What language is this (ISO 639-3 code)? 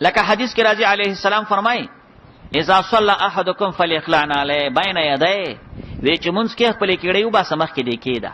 pus